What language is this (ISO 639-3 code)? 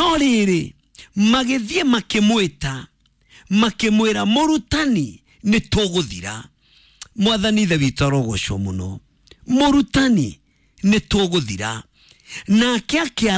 kik